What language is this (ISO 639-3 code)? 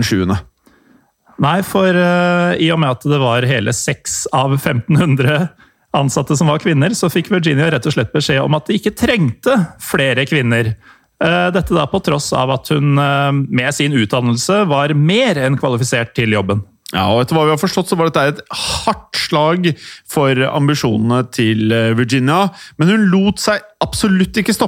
nor